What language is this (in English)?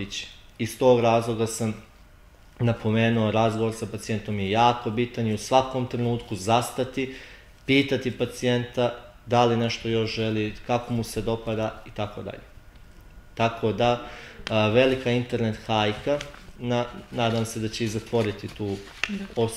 Serbian